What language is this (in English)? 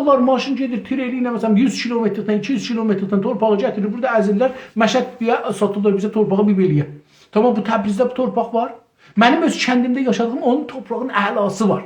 South Azerbaijani